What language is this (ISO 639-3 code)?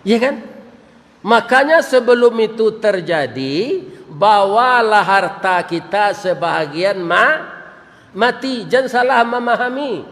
min